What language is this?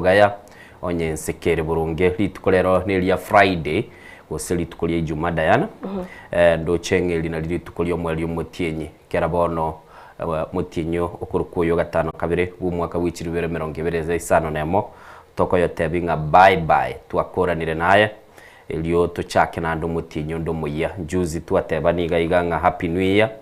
Gusii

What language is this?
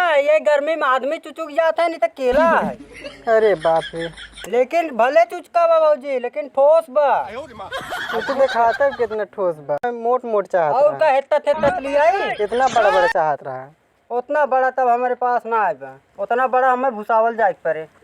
Awadhi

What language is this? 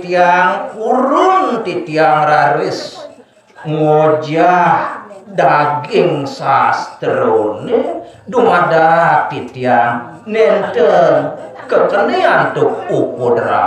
Balinese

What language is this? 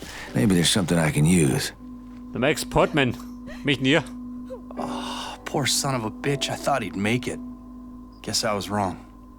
Bavarian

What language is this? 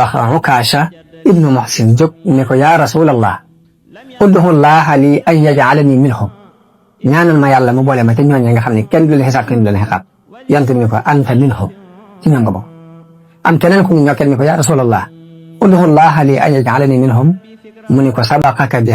Wolof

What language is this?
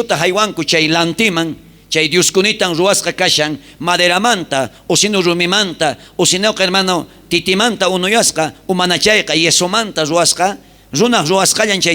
South Bolivian Quechua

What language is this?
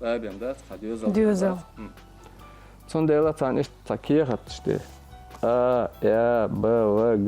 Chechen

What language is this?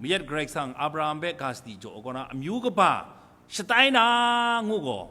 Kachin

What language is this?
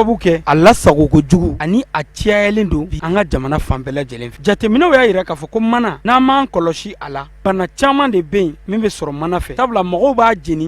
Bambara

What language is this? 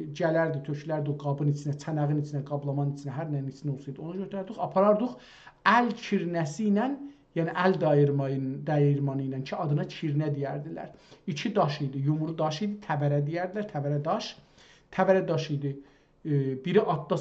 South Azerbaijani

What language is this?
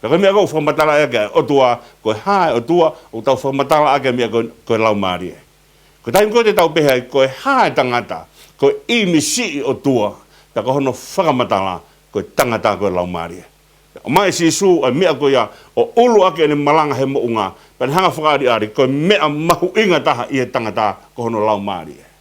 Tongan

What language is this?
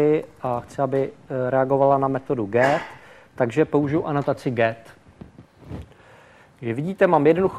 Czech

